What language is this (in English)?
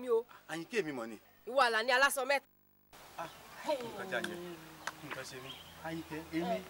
Yoruba